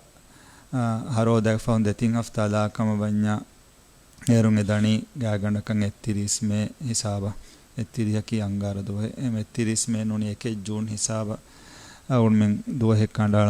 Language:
Divehi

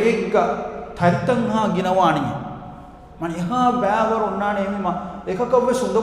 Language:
Divehi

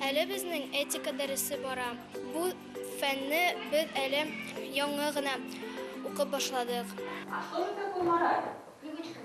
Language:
Bashkir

